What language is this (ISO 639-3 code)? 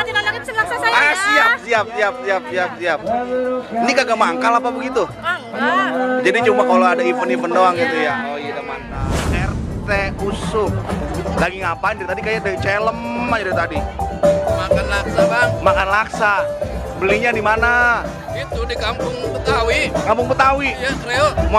bew